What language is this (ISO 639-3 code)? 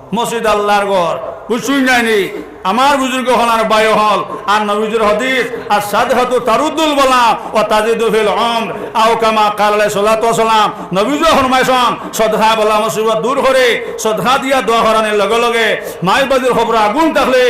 syl